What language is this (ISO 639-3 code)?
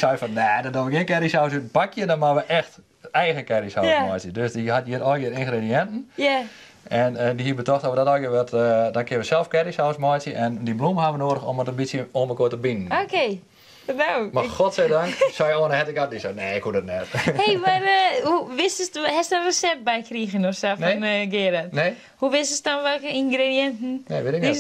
fry